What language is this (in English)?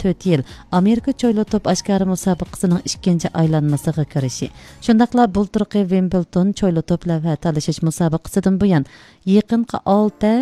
Uyghur